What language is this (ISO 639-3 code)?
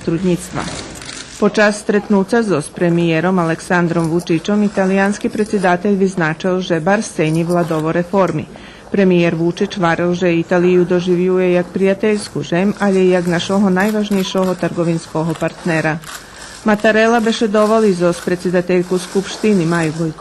rue